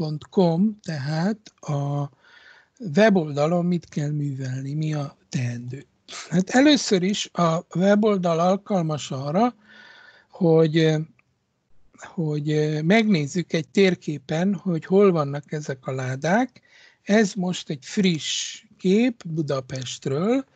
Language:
Hungarian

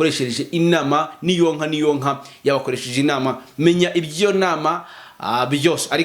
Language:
Kinyarwanda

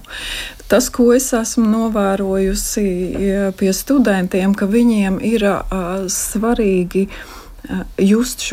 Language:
Latvian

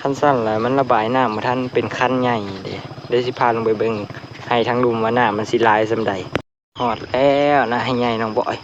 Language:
Lao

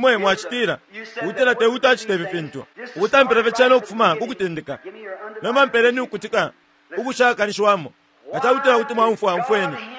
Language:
Bemba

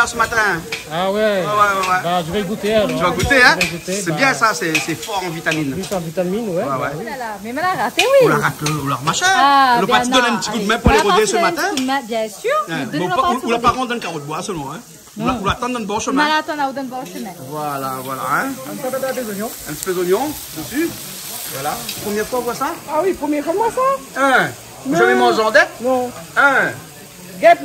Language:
Réunion Creole French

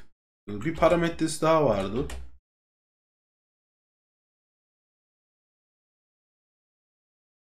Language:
Turkish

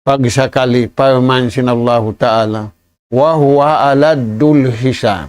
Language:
Tausug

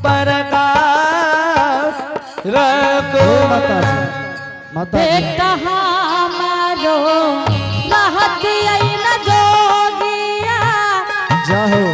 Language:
Angika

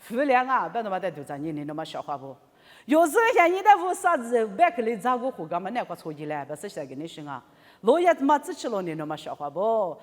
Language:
Lisu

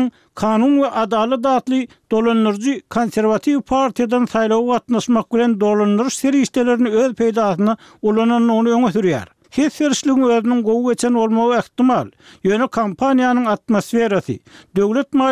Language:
Turkmen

